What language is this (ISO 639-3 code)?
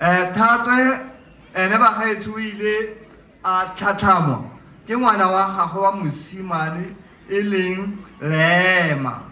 tsn